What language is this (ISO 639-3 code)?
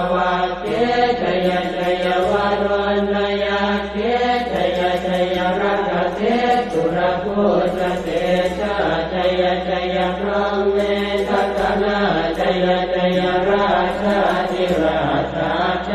pli